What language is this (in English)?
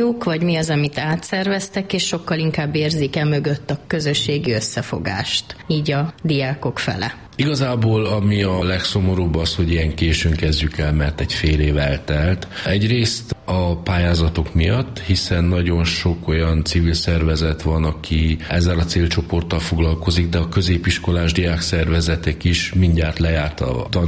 Hungarian